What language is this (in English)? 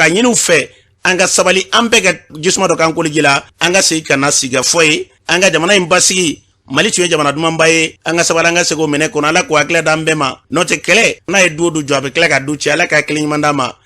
Bambara